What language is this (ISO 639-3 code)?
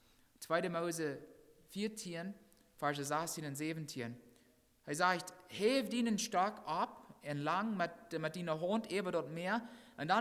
pdt